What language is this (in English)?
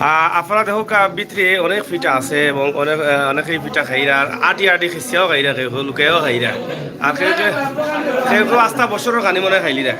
Sylheti